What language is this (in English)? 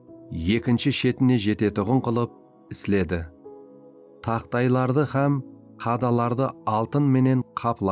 Kara-Kalpak